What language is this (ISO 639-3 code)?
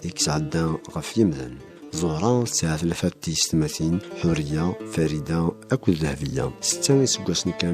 kab